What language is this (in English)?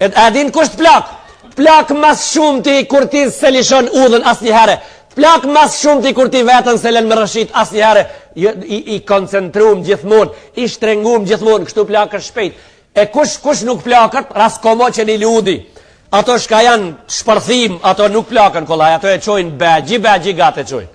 Albanian